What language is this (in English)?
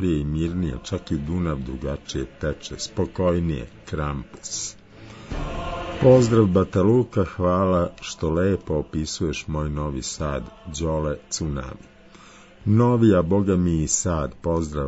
Serbian